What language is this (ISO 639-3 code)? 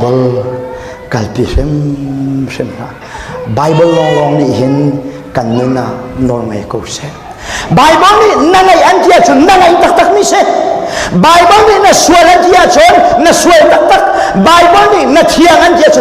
cnh